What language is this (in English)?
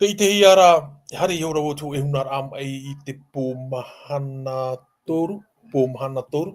Tahitian